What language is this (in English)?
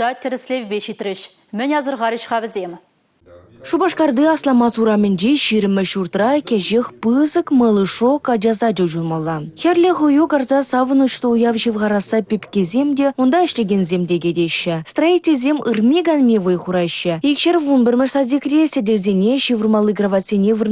Chuvash